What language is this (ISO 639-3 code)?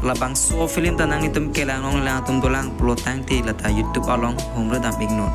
mjw